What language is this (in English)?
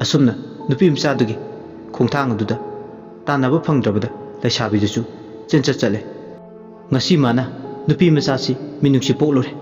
Manipuri